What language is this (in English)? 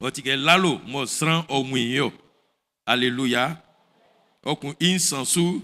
Baoulé